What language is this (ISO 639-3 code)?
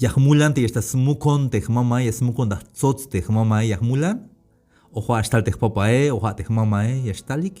tzh